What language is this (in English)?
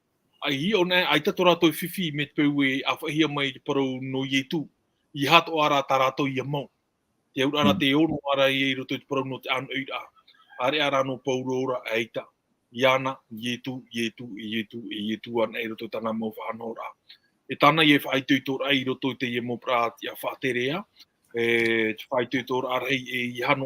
Tahitian